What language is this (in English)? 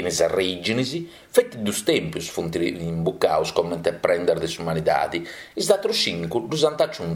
Sardinian